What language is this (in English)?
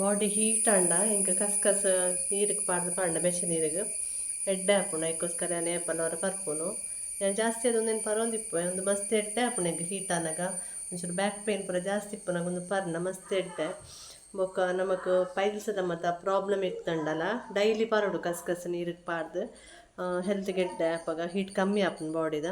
Tulu